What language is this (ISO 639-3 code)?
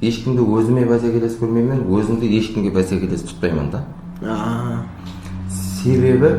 kaa